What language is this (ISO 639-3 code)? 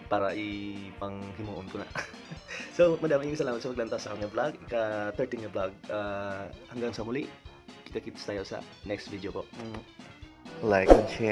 hil